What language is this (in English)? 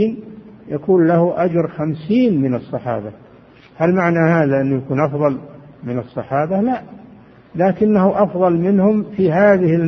Arabic